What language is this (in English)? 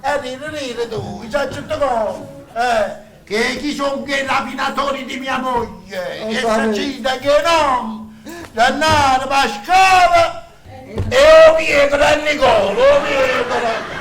Neapolitan